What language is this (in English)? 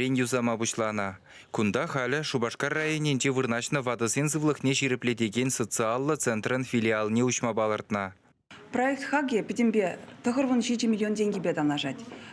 Chuvash